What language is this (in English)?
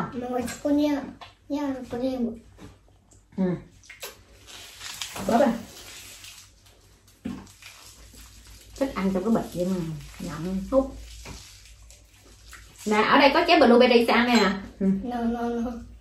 Vietnamese